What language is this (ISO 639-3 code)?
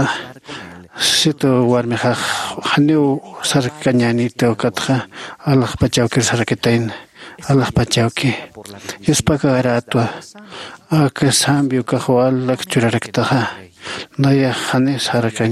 aym